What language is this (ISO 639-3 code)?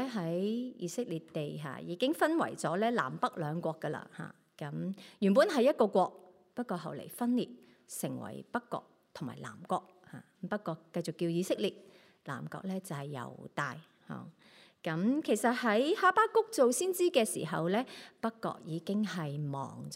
yue